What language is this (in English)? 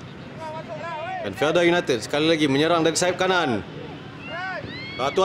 Malay